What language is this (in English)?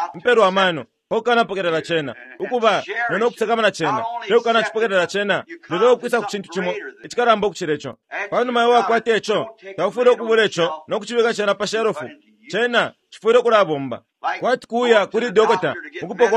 Bemba